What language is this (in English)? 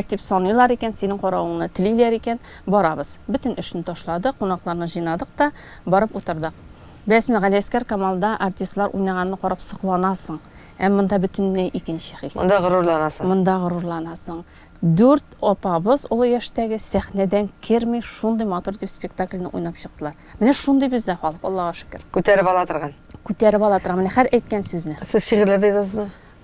Tatar